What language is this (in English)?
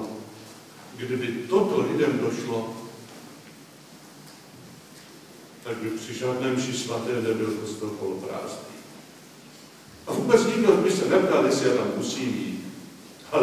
Czech